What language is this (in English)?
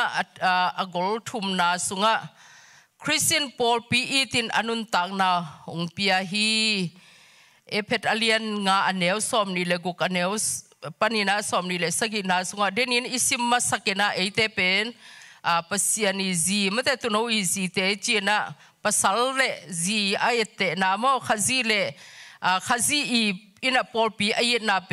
Tedim Chin